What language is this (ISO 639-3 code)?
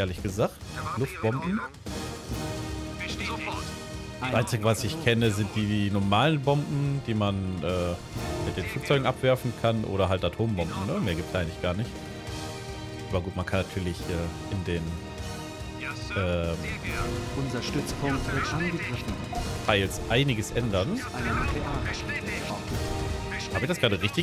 deu